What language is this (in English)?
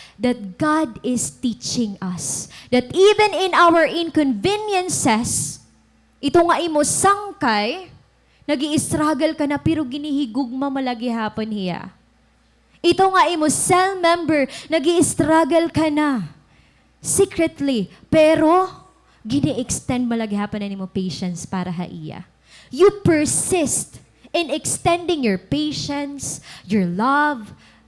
Waray